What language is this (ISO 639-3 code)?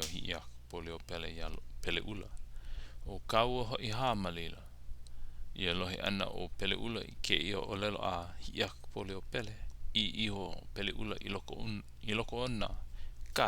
haw